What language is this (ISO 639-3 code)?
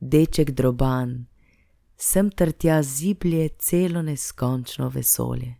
slv